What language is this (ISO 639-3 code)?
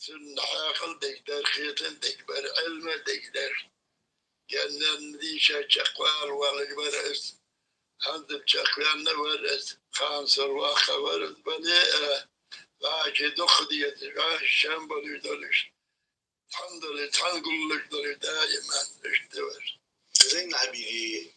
inh